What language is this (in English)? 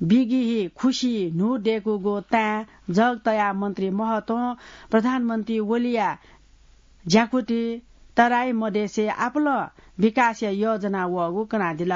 Newari